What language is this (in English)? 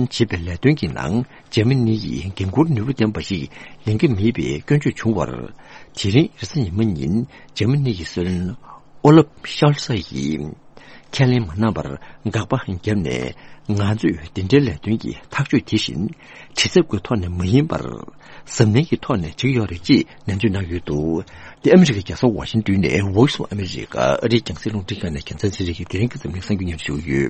Tibetan